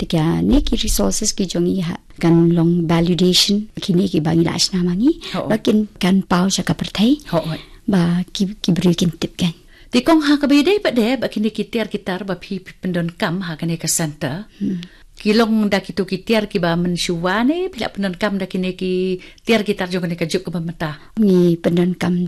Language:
Khasi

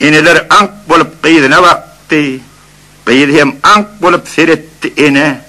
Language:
Turkmen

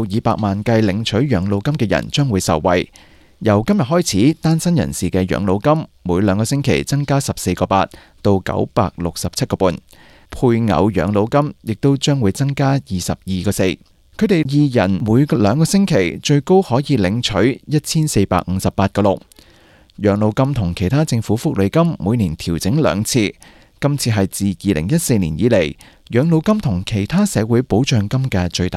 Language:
Cantonese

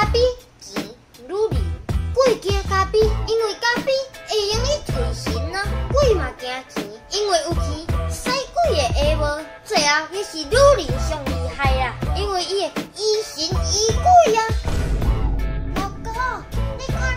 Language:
Min Nan Chinese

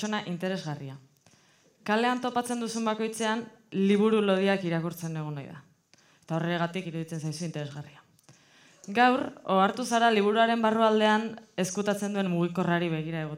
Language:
Basque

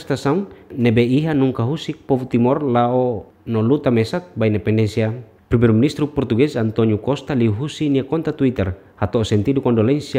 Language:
Tetum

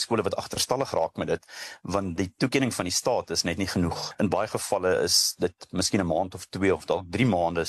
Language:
Afrikaans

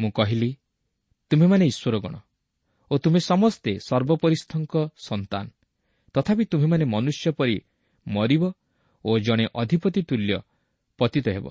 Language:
Odia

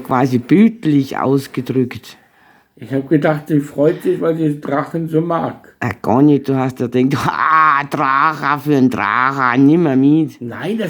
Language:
Bavarian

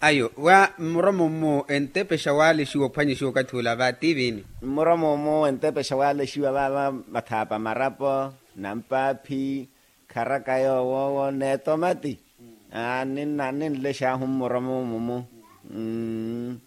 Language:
Makhuwa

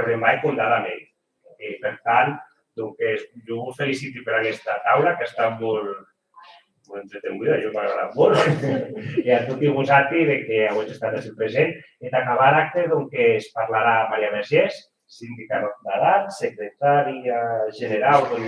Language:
Occitan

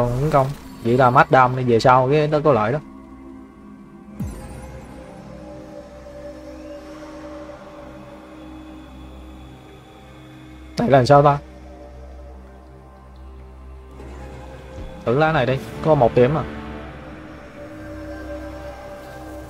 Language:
Vietnamese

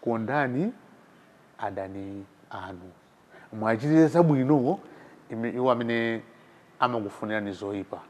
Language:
Nyanja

